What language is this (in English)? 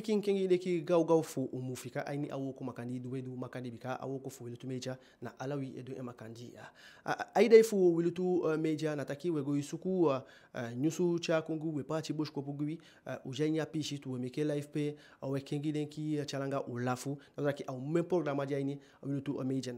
Eastern Maroon Creole